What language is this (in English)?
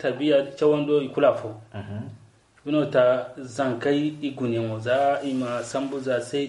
Zarma